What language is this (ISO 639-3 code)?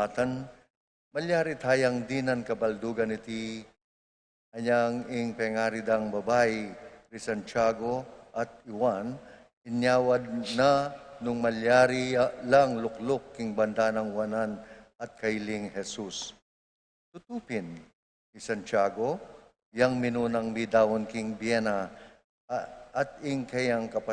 pam